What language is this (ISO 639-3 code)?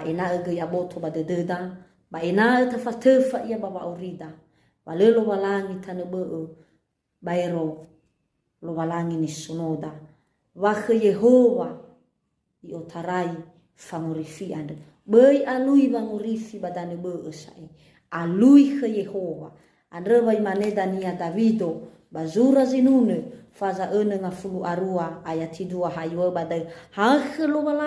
nia